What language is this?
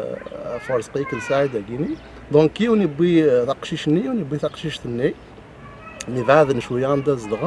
Kabyle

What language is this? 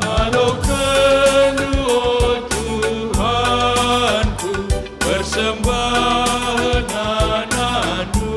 Batak Karo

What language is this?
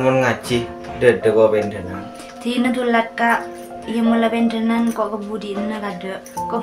Madurese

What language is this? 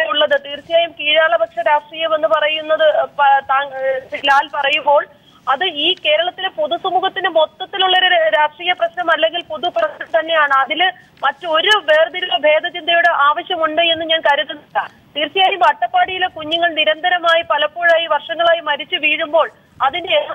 Malayalam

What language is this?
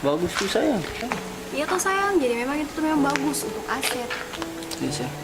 Ambonese Malay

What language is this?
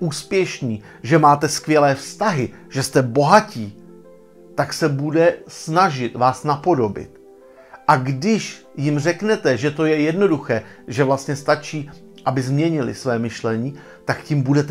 Czech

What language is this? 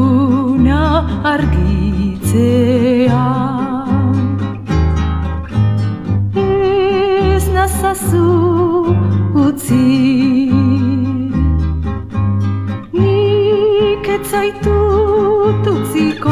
Basque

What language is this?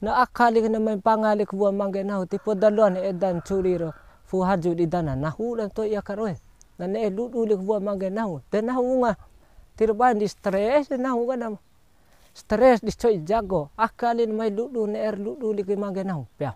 Bima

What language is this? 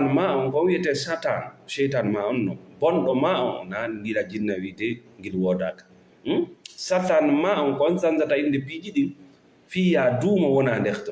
Fula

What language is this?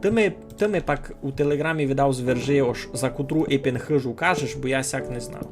Rusyn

